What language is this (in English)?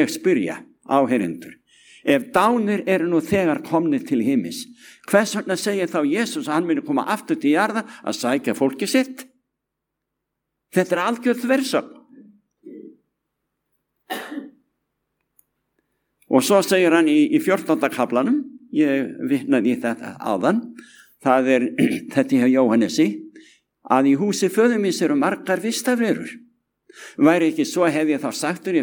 Icelandic